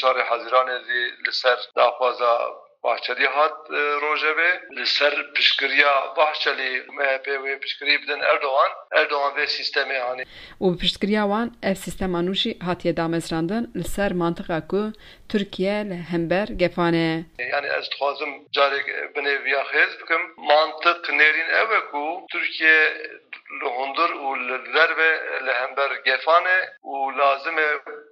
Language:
Kurdish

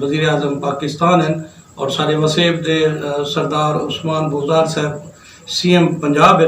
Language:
Saraiki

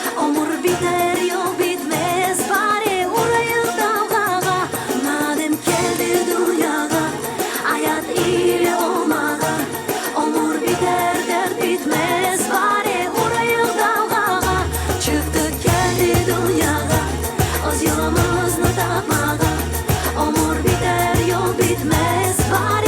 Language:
Crimean Tatar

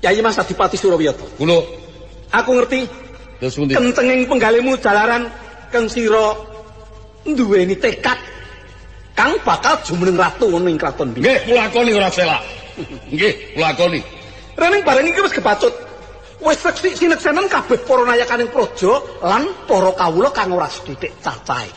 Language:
Javanese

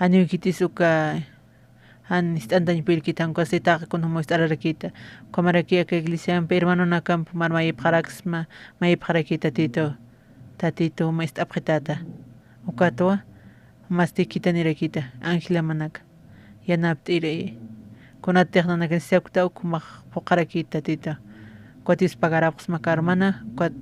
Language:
Aymara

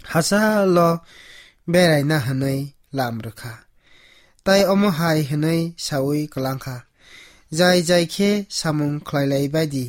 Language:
Kok Borok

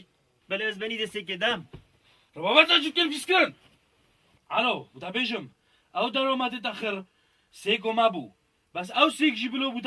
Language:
Kurdish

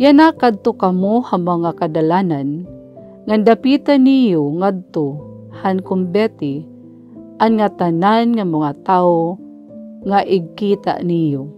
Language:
Waray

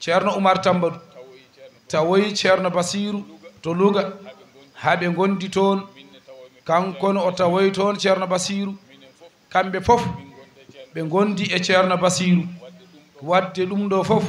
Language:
Fula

